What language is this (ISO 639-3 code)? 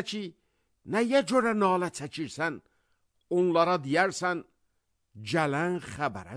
aze